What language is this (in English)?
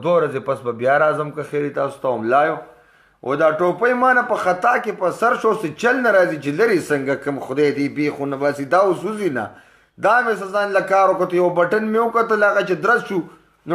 Pashto